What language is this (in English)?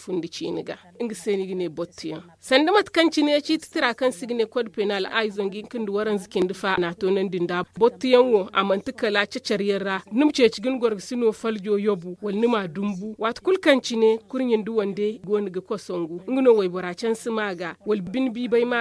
Zarma